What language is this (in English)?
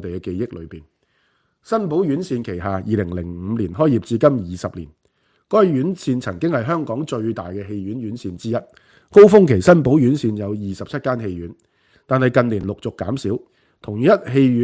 Cantonese